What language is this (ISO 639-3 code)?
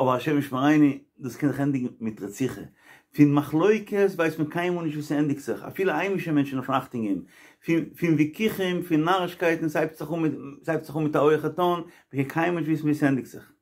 yid